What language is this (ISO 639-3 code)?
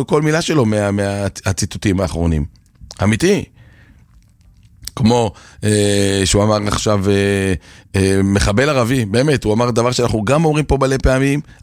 heb